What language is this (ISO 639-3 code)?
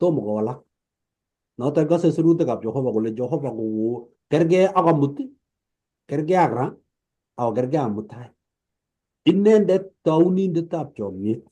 kln